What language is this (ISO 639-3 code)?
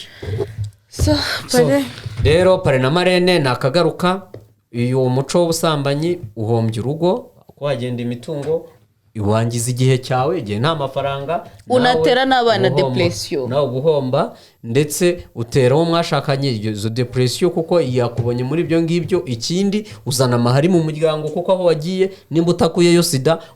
kin